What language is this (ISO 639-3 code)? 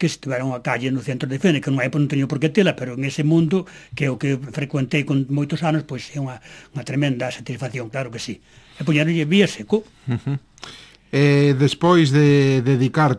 glg